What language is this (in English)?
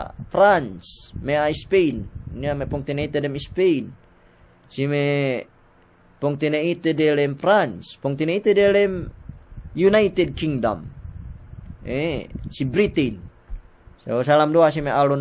Yakan